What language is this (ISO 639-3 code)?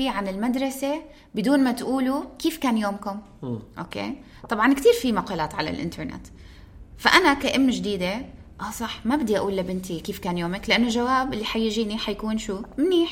apc